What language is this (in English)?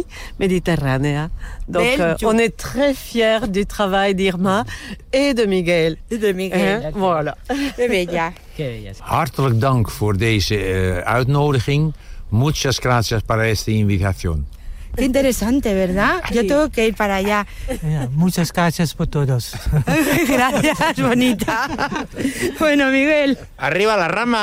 Spanish